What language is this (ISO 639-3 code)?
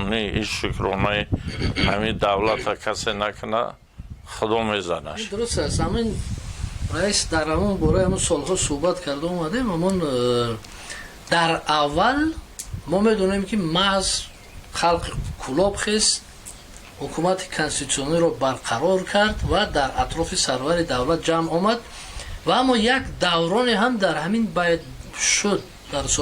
tgk